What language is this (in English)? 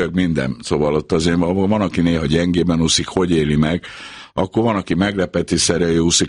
Hungarian